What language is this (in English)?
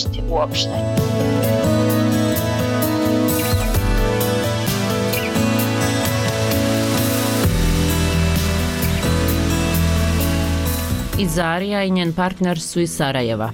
Bosnian